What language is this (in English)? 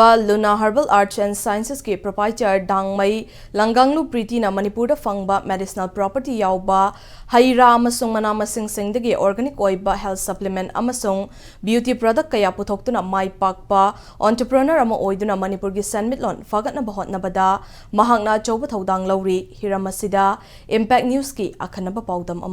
Manipuri